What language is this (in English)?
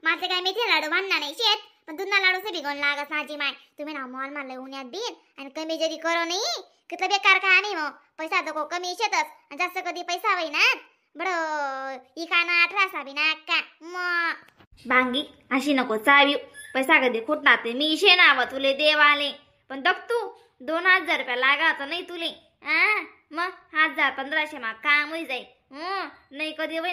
Khandesi